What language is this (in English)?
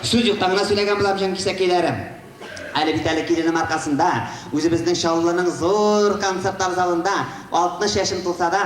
Tatar